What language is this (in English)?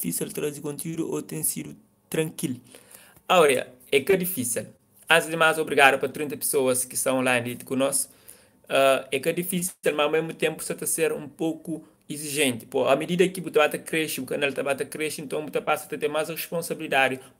Kabuverdianu